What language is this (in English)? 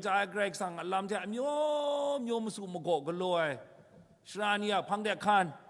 Kachin